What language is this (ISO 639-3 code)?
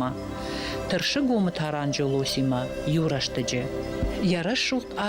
oss